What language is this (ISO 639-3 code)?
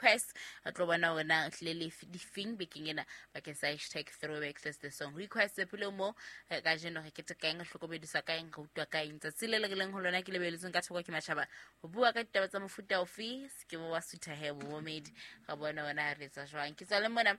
sot